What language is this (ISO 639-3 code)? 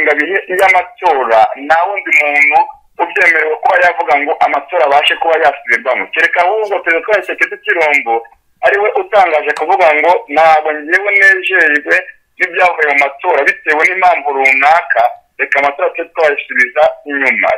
kin